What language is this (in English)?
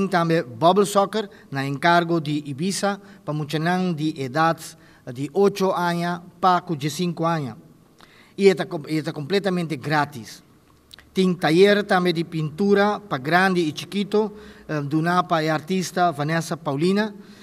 Papiamento